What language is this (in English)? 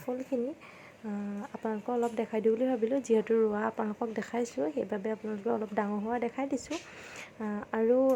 Assamese